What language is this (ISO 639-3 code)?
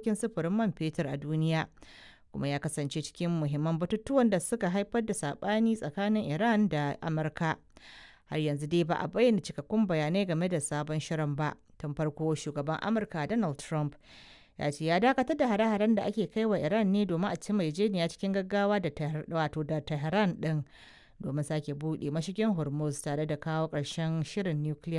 hau